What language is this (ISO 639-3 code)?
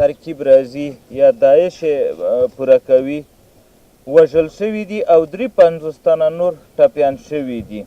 pus